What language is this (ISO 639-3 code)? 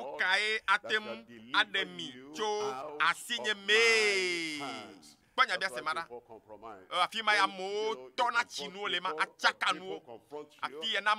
ewe